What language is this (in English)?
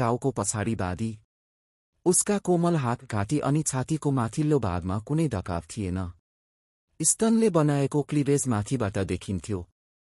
Nepali